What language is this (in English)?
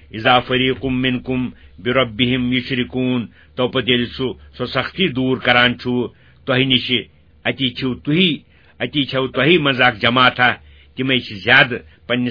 Kashmiri